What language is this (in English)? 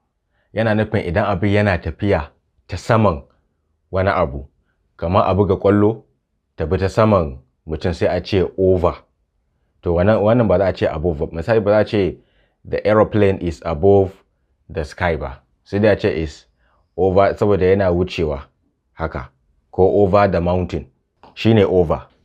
Hausa